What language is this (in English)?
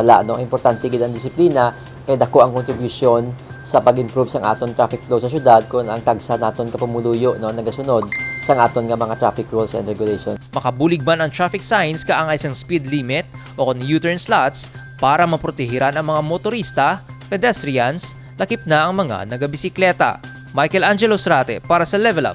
Hiligaynon